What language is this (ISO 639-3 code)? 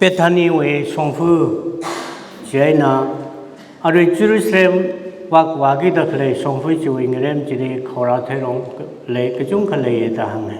nmf